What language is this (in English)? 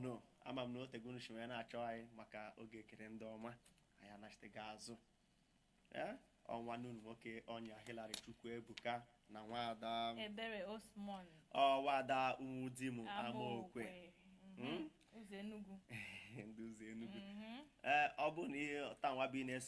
Igbo